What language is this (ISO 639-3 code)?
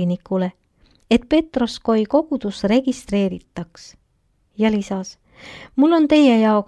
est